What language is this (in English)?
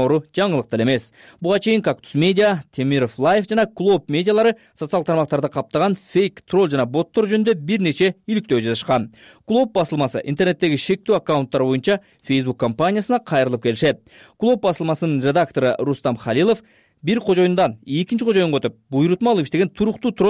Kyrgyz